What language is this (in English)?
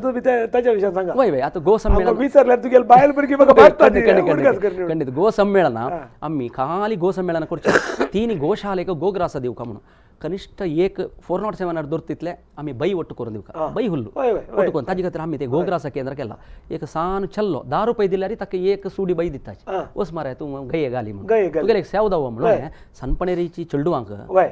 Konkani